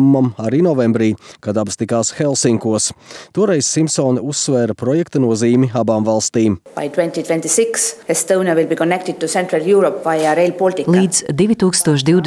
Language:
Latvian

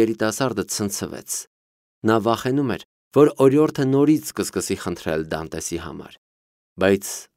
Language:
Armenian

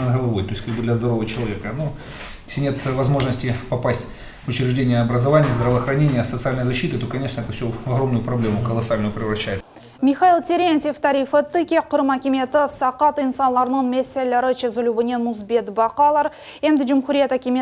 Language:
Crimean Tatar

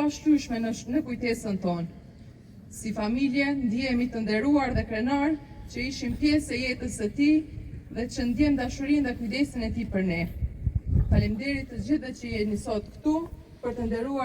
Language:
Albanian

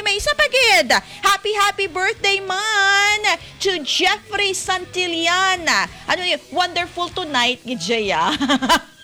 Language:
Hiligaynon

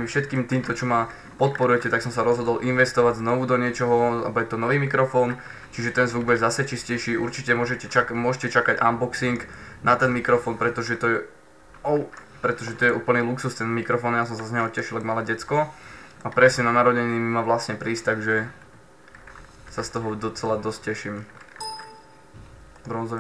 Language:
Slovak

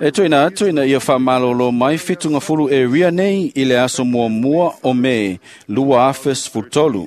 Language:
Samoan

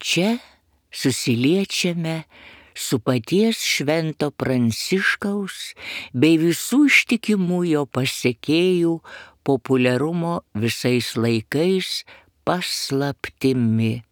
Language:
Lithuanian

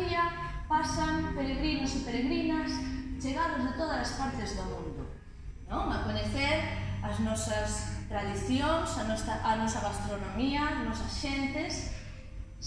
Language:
Galician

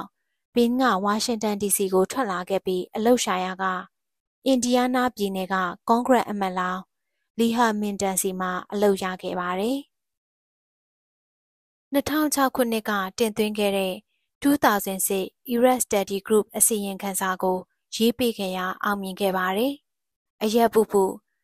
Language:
Burmese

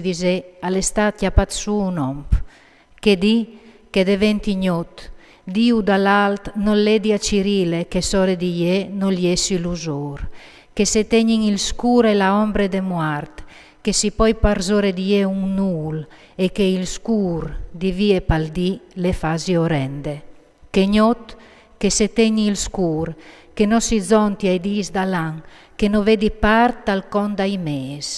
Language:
Friulian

